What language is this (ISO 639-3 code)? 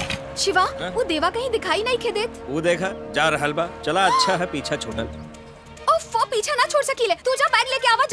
bho